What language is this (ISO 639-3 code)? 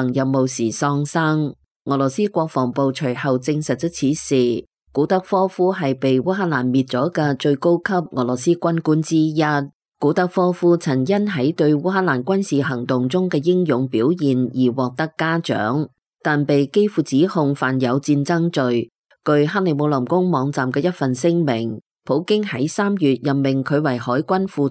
yue